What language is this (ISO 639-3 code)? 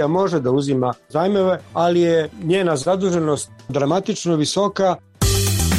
srp